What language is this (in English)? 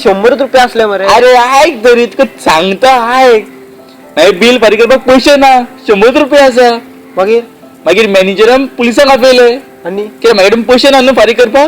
Konkani